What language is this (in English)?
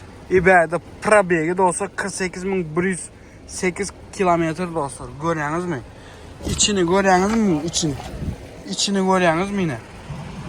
Turkmen